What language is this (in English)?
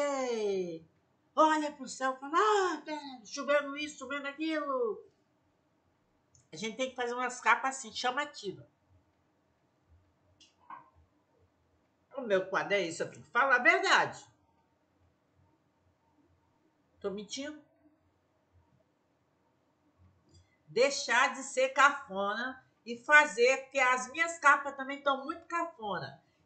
Portuguese